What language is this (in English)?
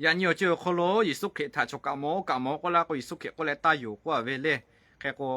Lahu